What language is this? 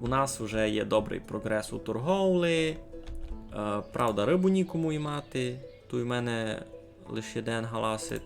Rusyn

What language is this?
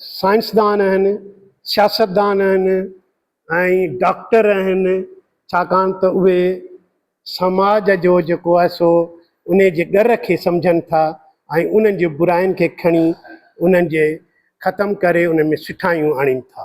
Sindhi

